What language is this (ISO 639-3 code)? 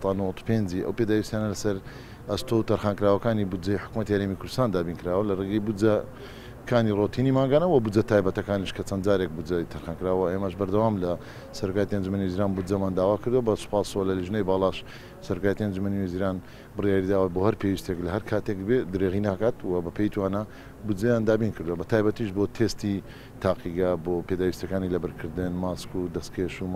ckb